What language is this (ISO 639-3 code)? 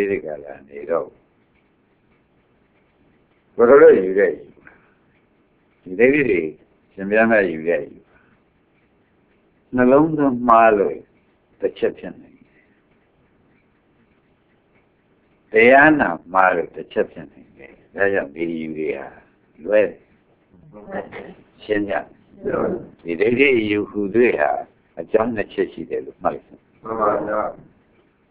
mya